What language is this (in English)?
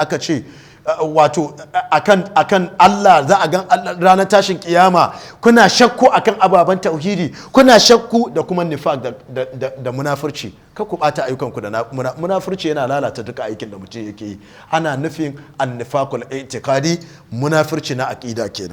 Hausa